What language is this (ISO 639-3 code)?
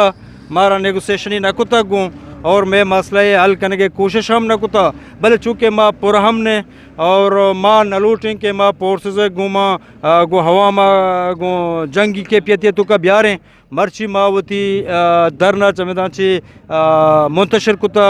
bgp